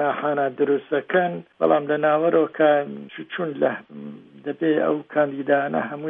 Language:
Central Kurdish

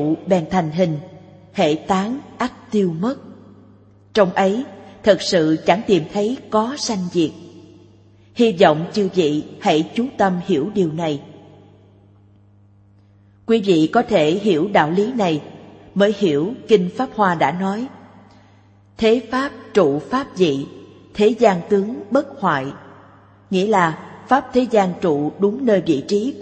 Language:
Vietnamese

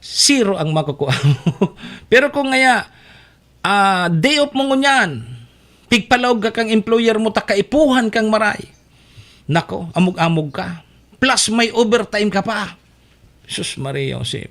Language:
Bikol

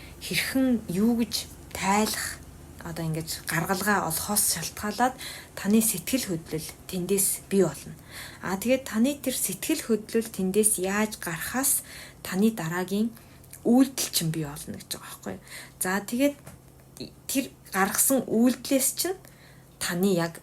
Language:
Mongolian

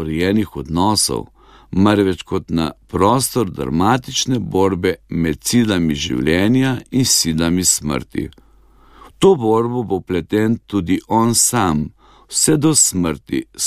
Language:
Slovenian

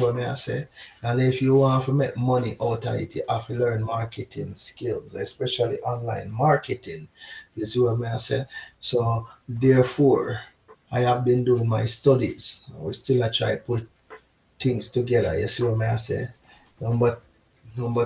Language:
Jamaican Creole English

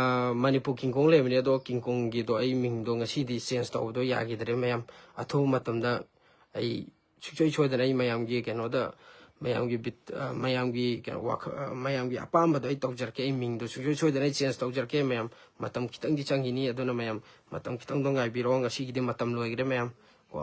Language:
Manipuri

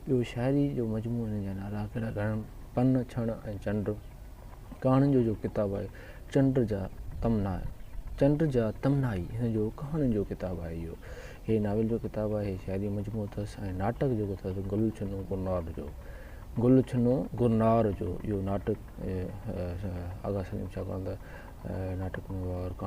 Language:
Sindhi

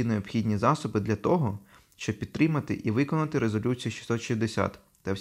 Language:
Ukrainian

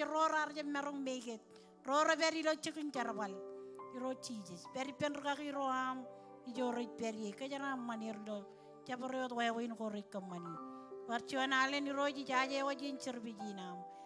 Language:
Marshallese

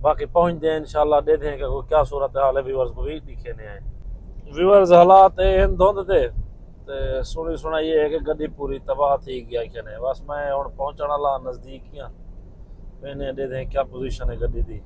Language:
Saraiki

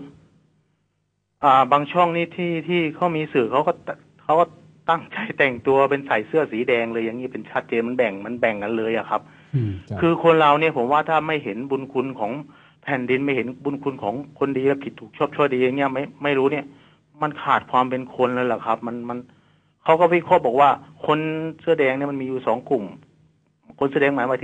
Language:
Thai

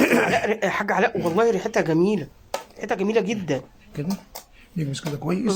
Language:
Egyptian Arabic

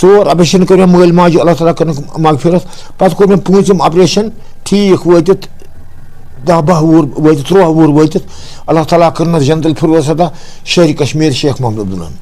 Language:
Kashmiri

